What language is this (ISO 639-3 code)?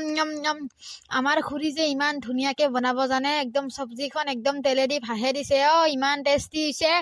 asm